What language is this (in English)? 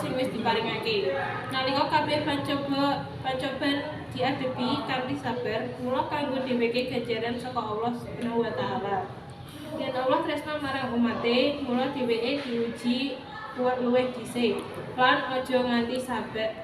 Javanese